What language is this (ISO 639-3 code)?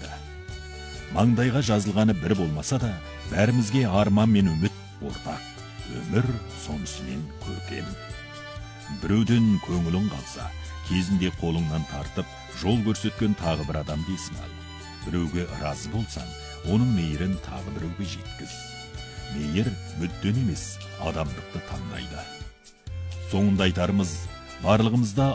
kaz